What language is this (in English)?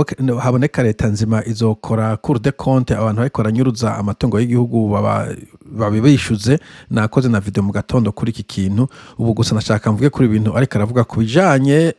Rundi